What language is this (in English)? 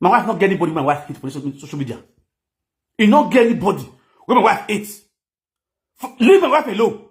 Nigerian Pidgin